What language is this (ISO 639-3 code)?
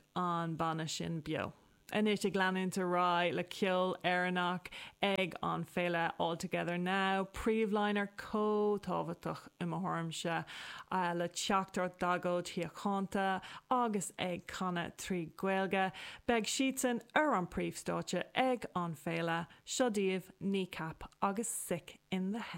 gle